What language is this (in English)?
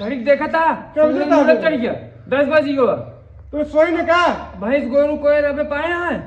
Awadhi